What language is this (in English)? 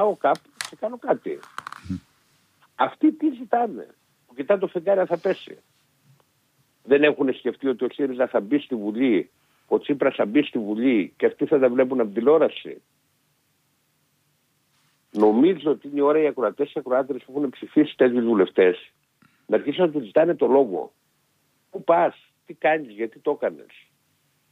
Greek